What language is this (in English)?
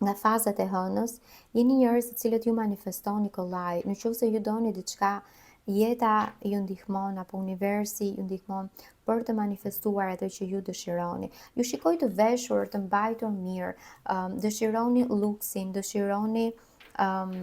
Albanian